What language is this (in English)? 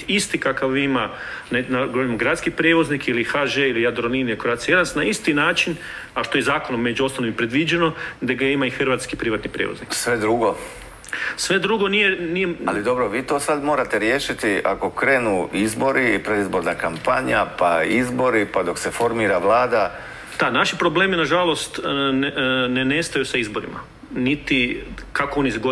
Croatian